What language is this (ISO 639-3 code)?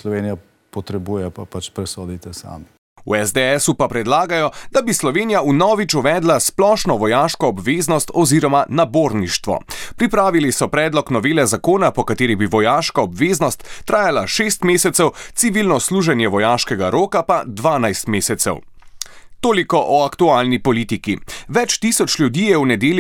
slv